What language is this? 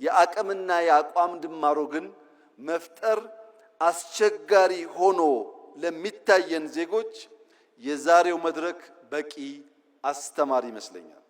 Amharic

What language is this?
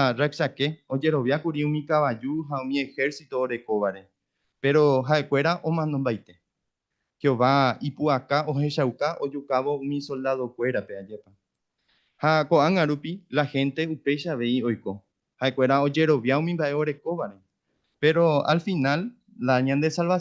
Guarani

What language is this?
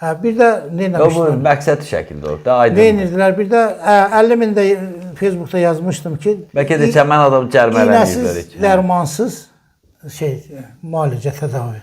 Azerbaijani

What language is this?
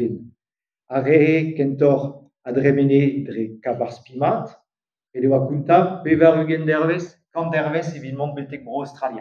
Breton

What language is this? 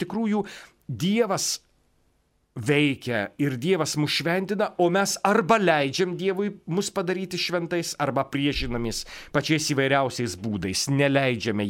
Lithuanian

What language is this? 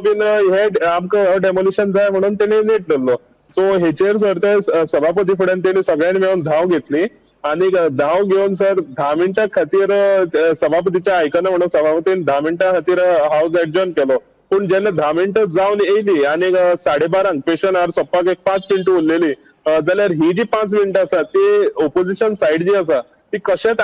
Konkani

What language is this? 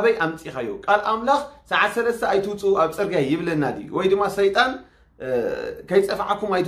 Tigrinya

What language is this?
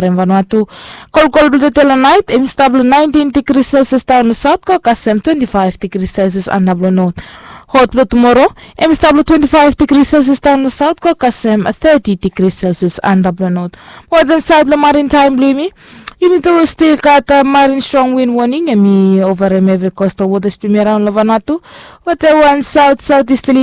Bislama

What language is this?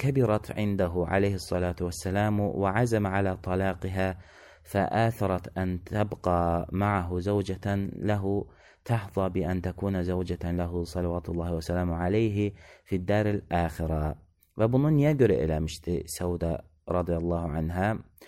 Azerbaijani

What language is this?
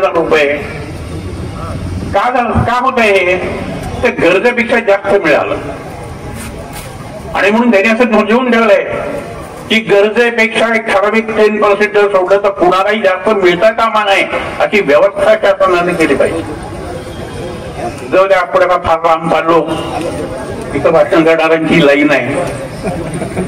Marathi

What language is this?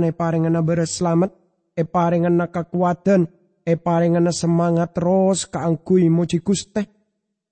Madurese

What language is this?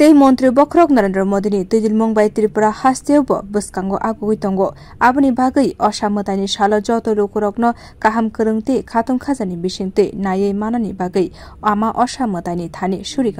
Kok Borok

